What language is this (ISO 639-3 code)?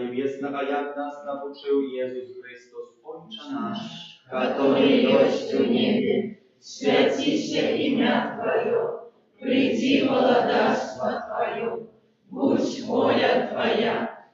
bel